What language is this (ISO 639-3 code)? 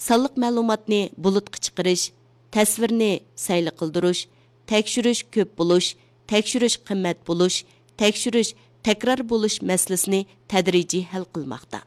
uig